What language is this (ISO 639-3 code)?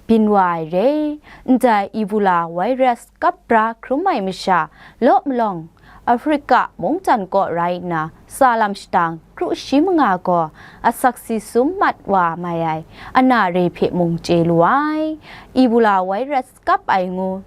kac